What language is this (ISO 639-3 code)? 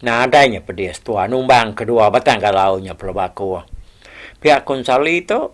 iba